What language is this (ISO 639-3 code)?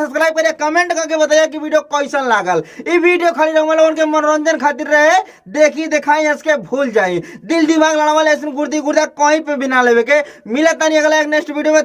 bho